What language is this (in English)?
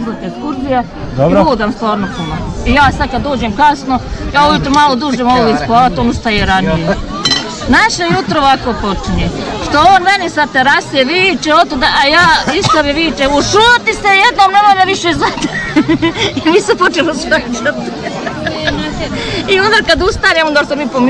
Bosnian